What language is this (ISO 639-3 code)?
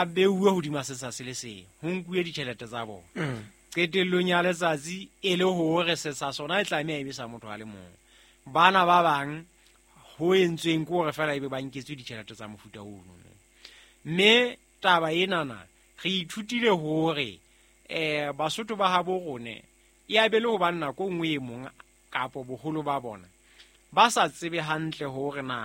sot